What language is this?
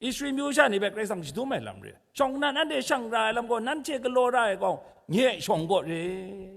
Kachin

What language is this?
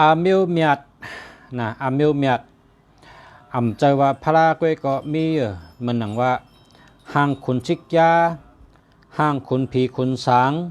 Shan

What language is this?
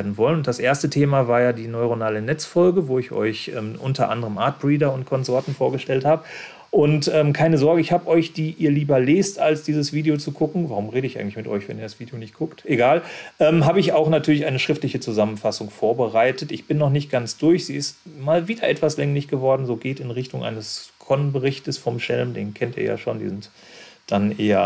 German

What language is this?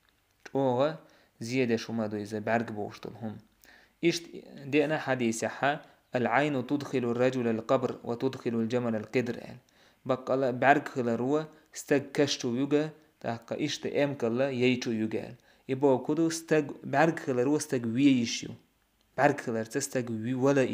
Chechen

